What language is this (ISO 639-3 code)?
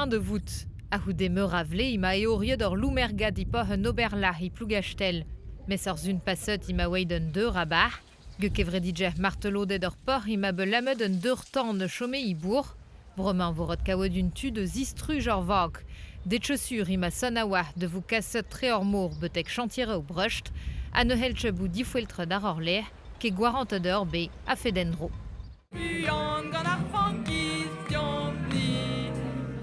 bre